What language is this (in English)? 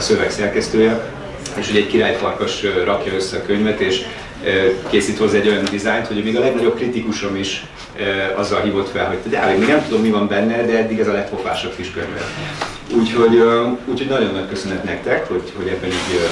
Hungarian